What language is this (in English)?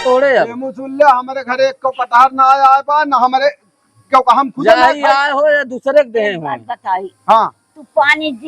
Awadhi